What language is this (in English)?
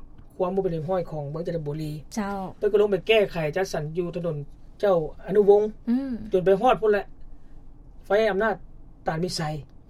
Lao